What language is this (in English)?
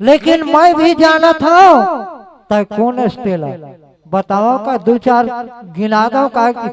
Chhattisgarhi